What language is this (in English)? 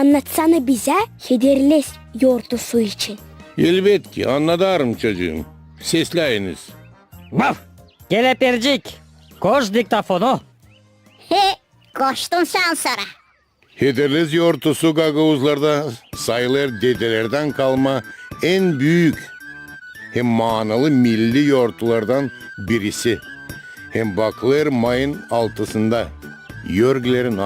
Gagauz